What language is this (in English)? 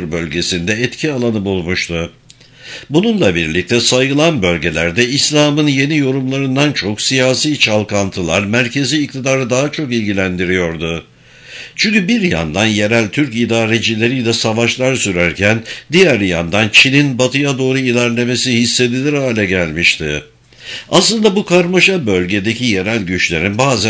Turkish